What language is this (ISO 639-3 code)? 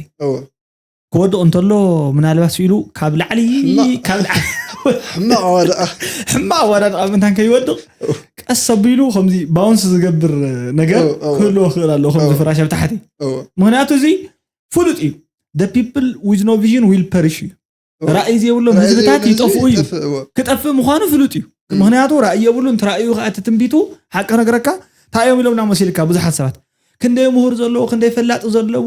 tir